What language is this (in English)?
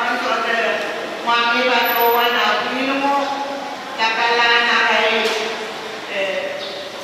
Pohnpeian